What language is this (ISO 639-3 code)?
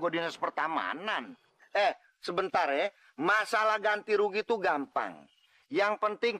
bew